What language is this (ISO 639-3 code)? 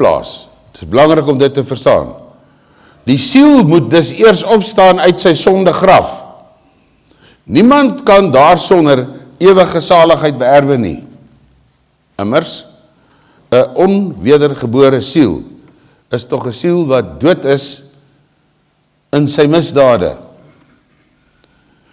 afr